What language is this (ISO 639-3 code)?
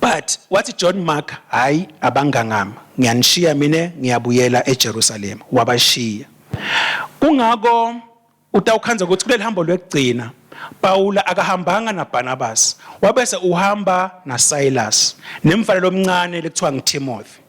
ssw